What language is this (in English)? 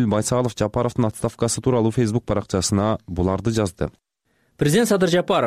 Kyrgyz